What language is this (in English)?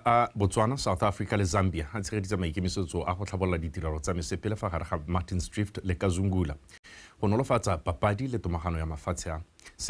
Tswana